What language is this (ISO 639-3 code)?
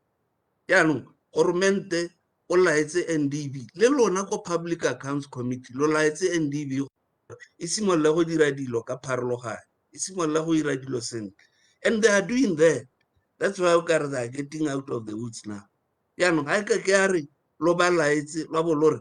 tsn